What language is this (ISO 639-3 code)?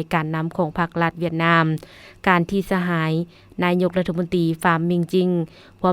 lao